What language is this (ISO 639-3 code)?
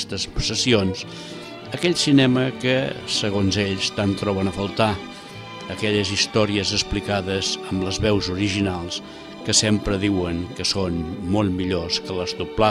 cat